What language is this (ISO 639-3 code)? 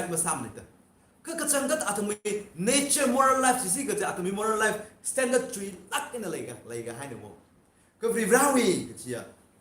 nmf